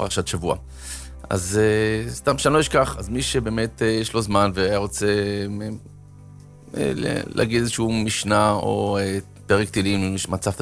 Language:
Hebrew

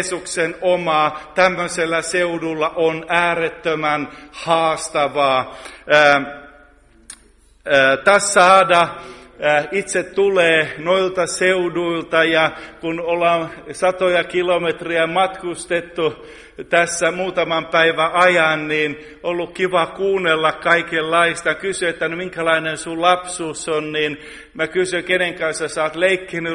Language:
Finnish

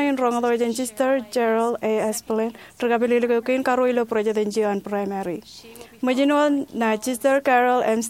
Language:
Marshallese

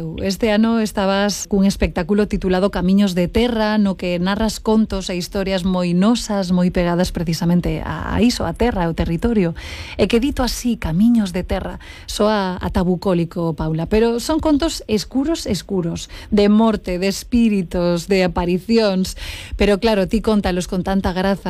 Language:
Galician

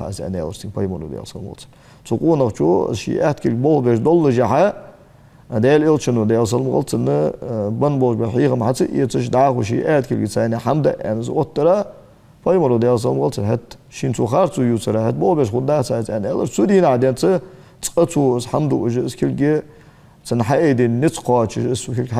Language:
Ingush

